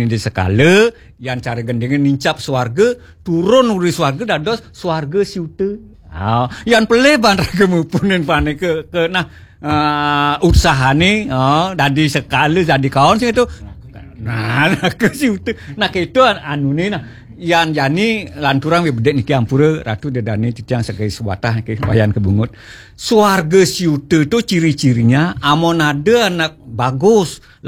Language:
Balinese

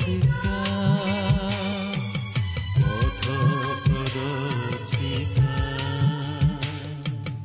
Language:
Odia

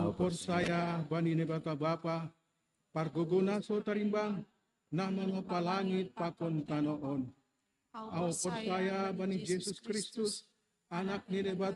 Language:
Batak Simalungun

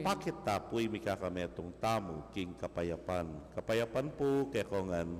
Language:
Pampanga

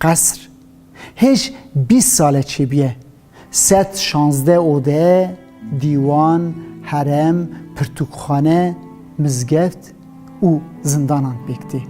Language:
Kurdish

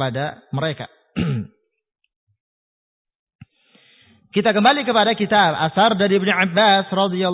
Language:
Indonesian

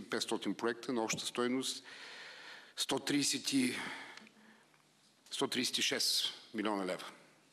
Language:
Bulgarian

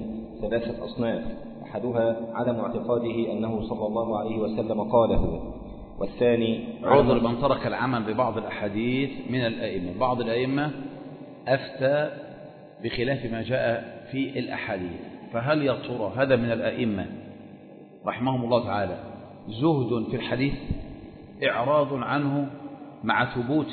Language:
Arabic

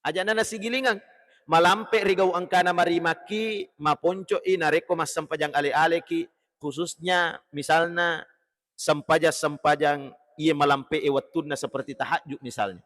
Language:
Buginese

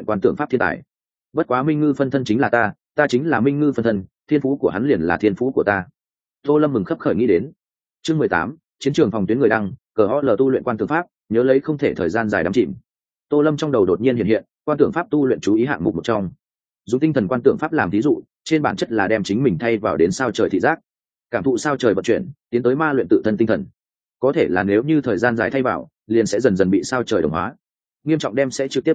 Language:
Vietnamese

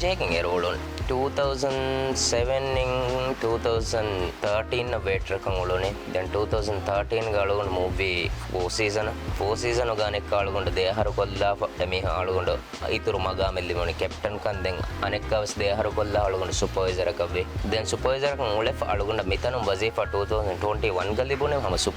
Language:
Divehi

